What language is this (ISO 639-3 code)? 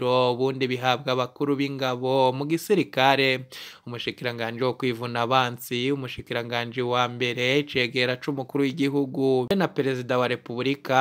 run